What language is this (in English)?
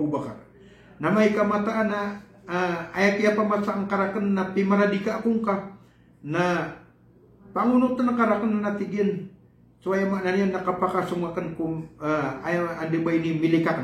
Maranao